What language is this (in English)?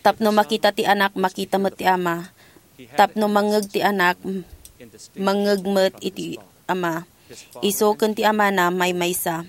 Iloko